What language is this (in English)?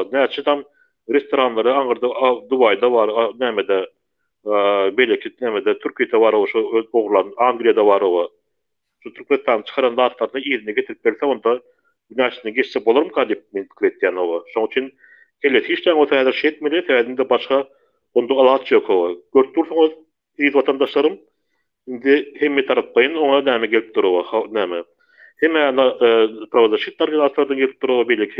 Turkmen